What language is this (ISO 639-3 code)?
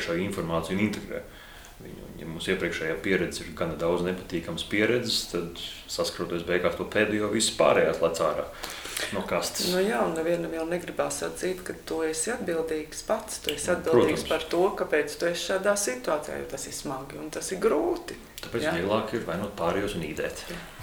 lav